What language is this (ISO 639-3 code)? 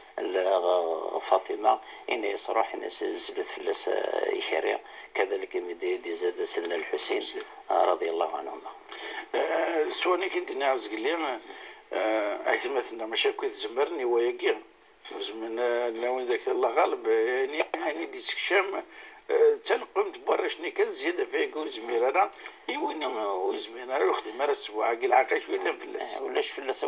kab